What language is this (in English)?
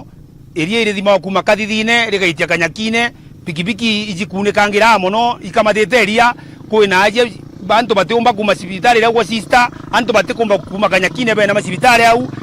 Meru